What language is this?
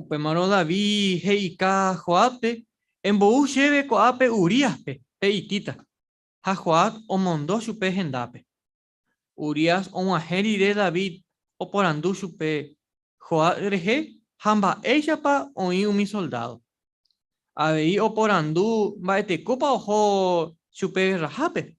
Guarani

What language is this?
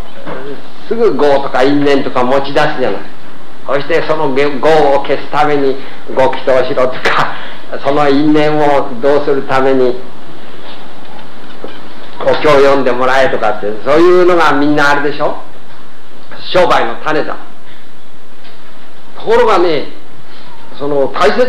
Japanese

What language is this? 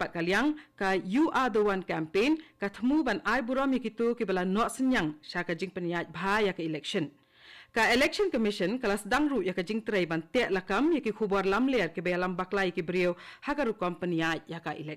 Khasi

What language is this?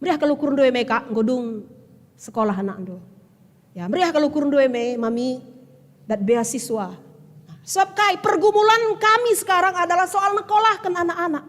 Batak Karo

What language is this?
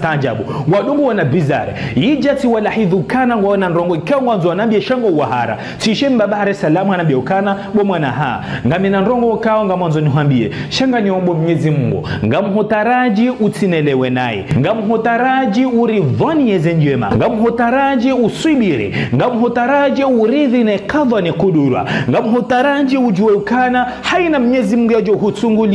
Ngazidja Comorian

